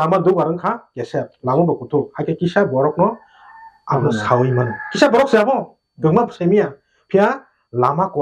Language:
Kok Borok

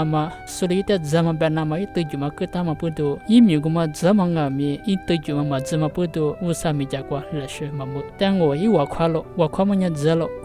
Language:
Lisu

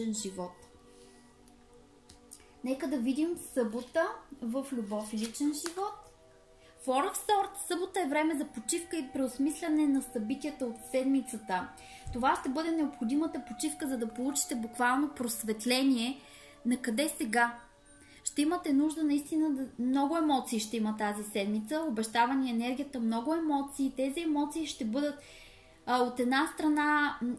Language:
Bulgarian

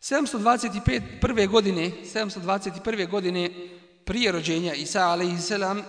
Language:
Bosnian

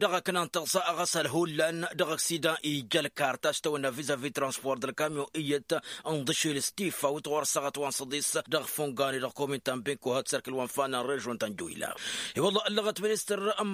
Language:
Tamasheq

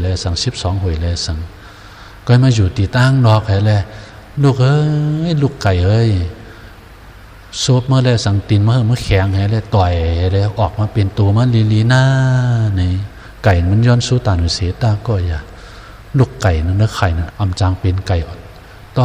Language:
Shan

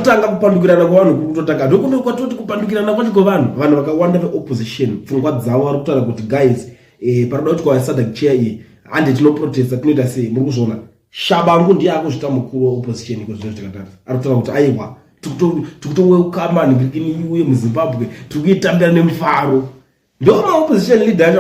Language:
Shona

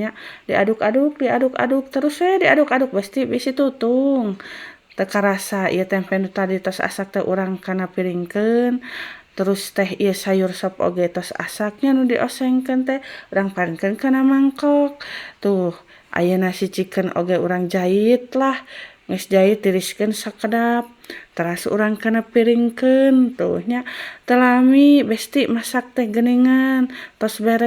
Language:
Sundanese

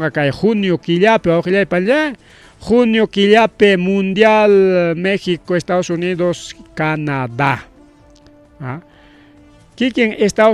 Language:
Ayacucho Quechua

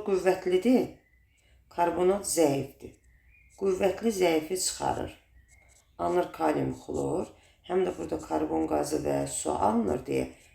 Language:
Azerbaijani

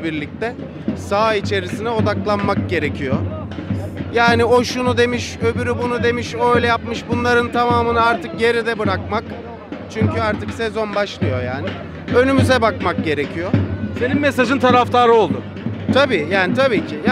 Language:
Turkish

